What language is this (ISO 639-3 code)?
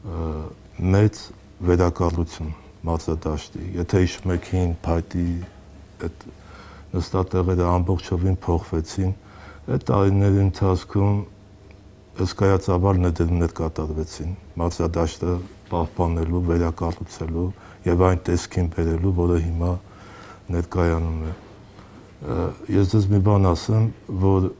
hye